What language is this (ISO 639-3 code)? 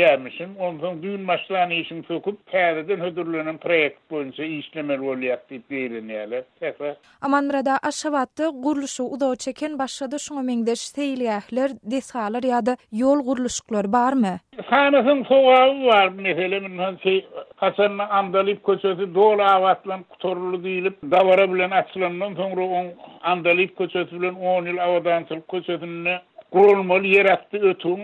tuk